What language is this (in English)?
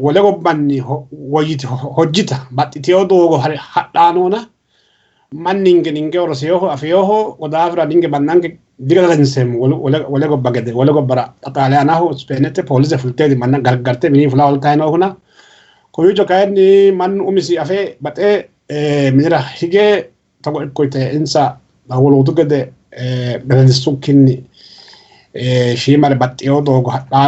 Sidamo